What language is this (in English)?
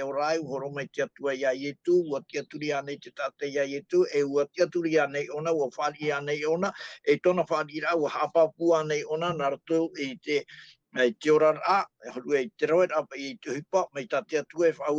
Tahitian